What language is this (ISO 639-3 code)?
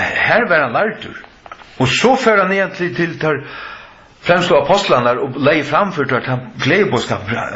fao